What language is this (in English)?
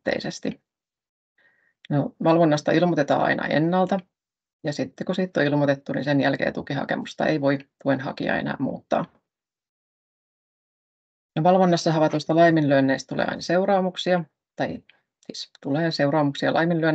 Finnish